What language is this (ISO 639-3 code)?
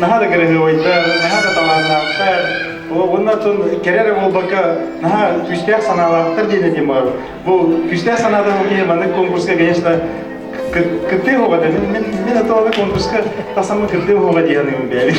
sah